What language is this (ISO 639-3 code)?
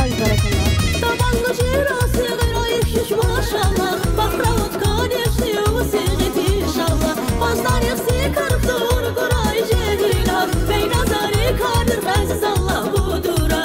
tab